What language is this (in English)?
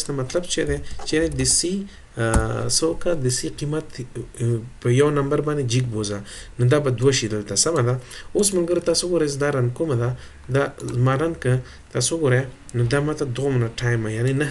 Pashto